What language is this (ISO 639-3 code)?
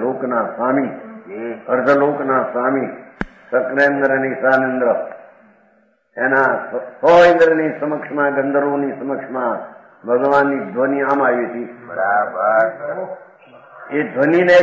guj